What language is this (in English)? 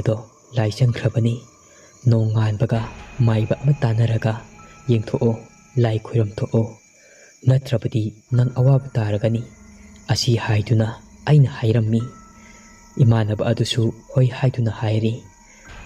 Manipuri